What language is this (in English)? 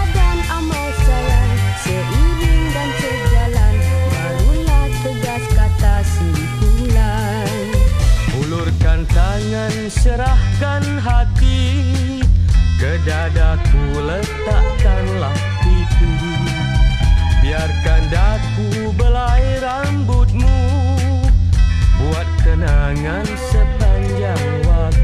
Malay